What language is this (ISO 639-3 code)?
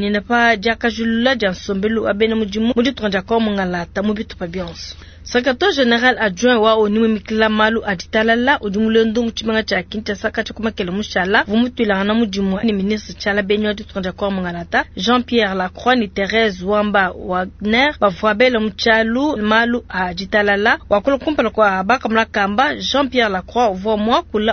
lua